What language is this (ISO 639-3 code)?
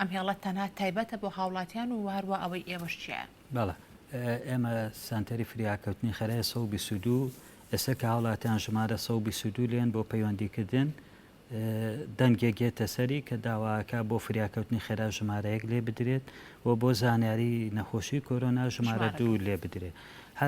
ckb